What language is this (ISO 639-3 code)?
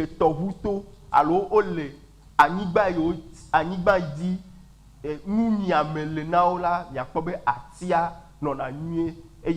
ewe